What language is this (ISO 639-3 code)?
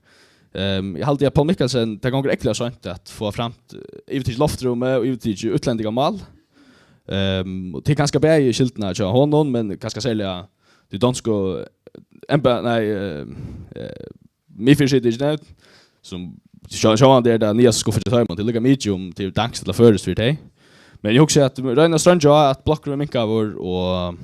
fao